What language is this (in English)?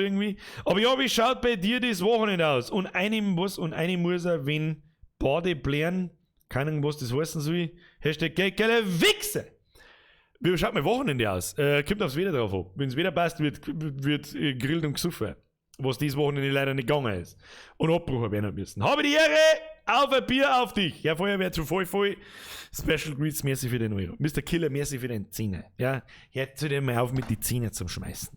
Bavarian